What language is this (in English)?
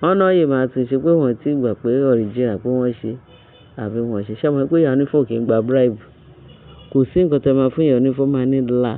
Yoruba